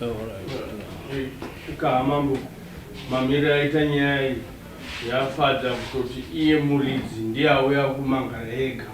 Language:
Shona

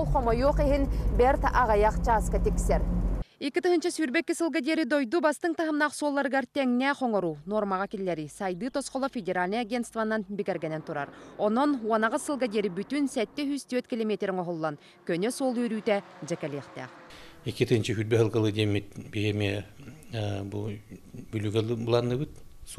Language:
Yakut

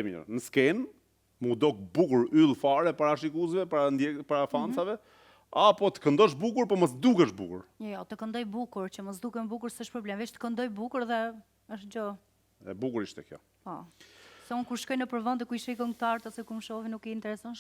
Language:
Albanian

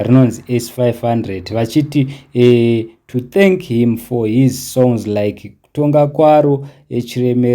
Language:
Shona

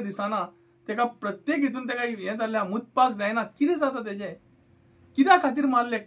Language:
Konkani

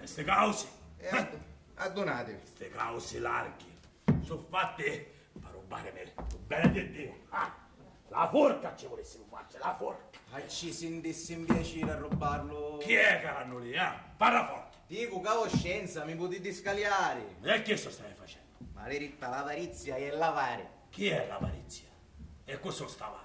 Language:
Sicilian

